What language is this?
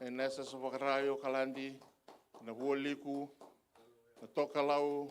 Fijian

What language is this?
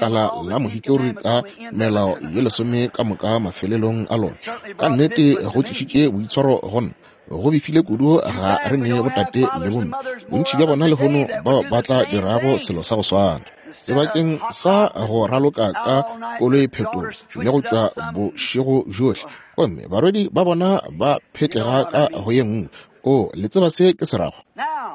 Northern Sotho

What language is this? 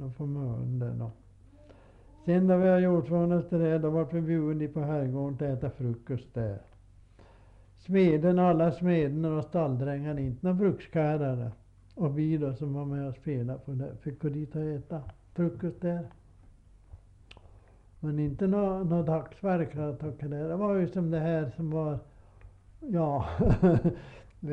Swedish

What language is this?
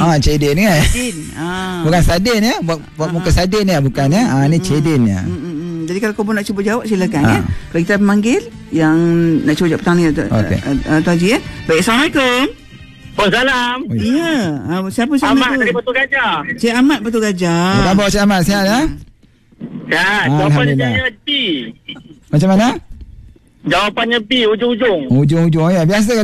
Malay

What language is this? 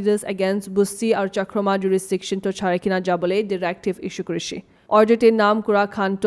Naga Pidgin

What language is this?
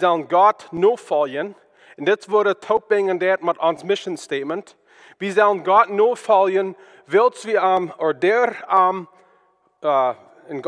Plautdietsch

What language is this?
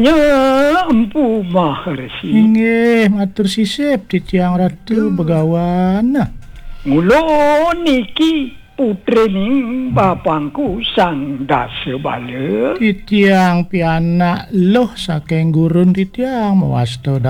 Balinese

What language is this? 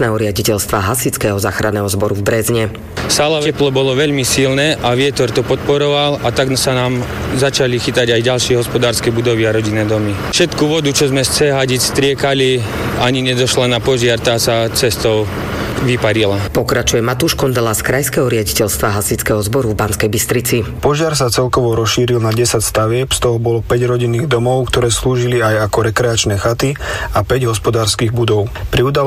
Slovak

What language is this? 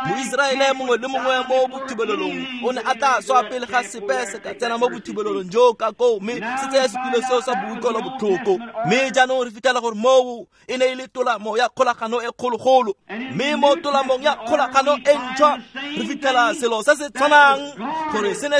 Tswana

